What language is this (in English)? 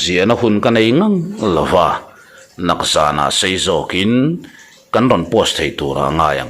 Mizo